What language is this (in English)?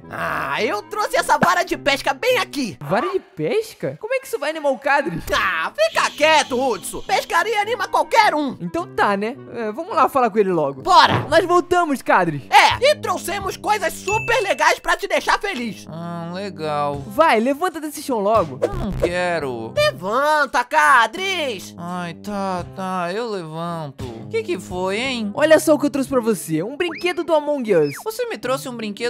Portuguese